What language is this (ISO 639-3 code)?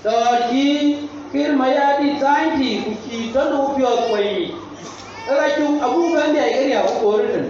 din